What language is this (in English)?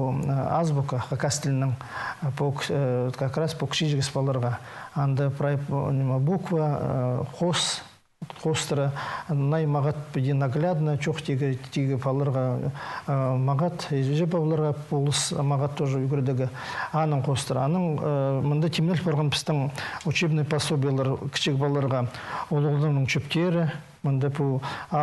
Khakas